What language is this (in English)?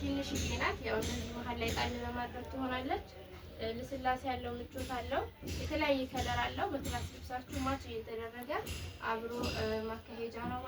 Amharic